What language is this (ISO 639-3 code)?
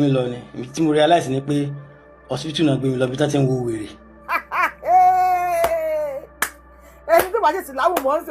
yor